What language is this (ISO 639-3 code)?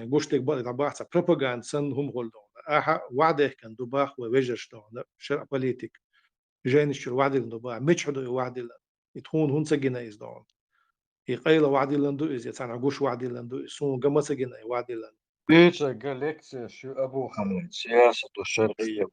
che